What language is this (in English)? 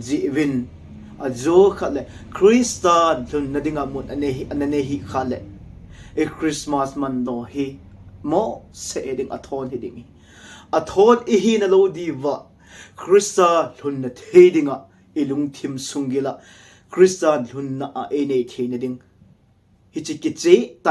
Thado Chin